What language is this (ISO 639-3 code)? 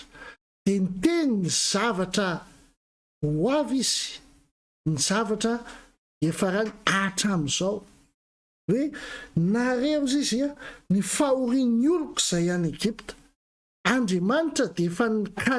mlg